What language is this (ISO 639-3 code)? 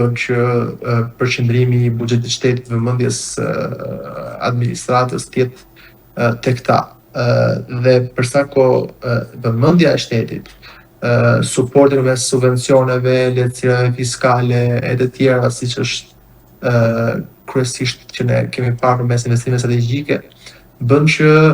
sqi